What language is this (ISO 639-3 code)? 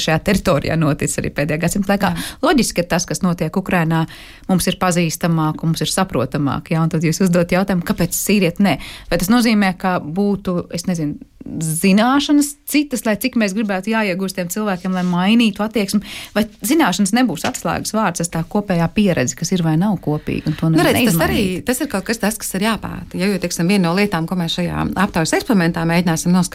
lav